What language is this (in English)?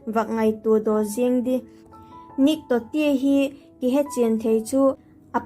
Vaiphei